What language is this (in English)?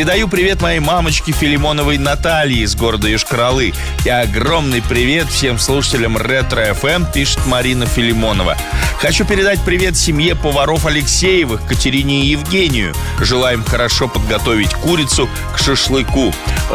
Russian